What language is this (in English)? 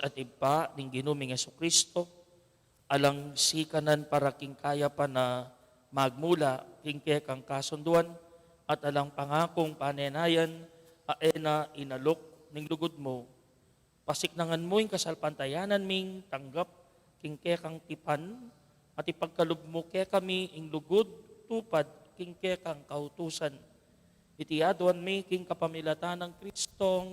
Pampanga